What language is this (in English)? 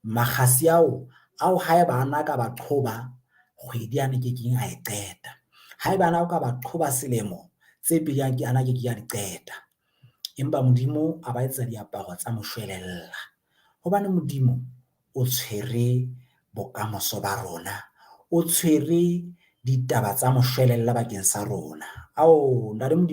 Southern Sotho